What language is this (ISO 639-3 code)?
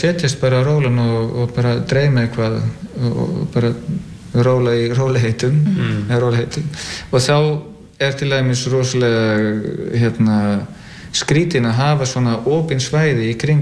isl